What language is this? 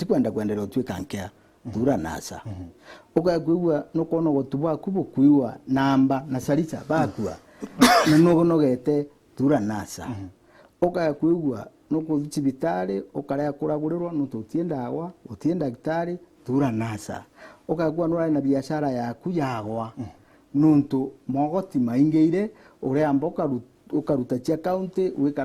Meru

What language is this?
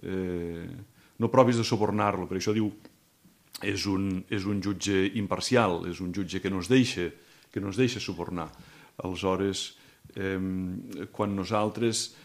Catalan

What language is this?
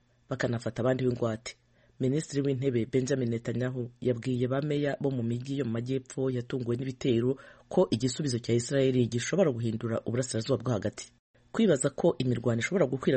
Kinyarwanda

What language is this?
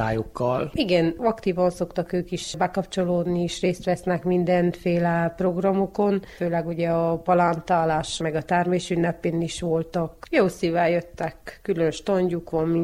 Hungarian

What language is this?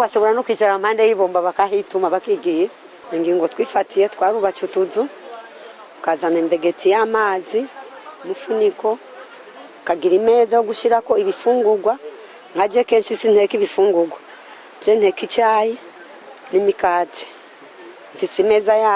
Rundi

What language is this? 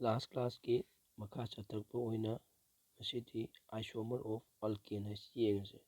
Manipuri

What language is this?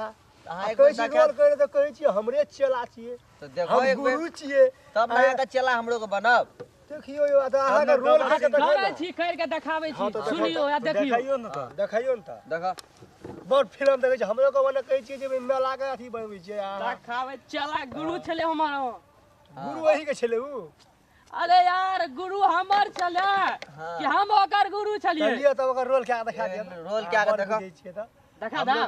Maithili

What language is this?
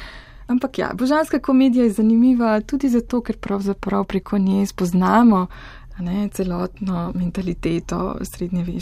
Slovenian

